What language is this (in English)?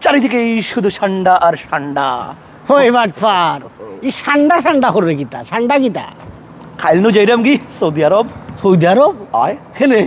Sylheti